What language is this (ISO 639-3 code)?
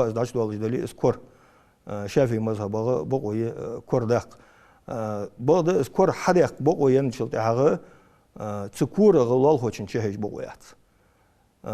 inh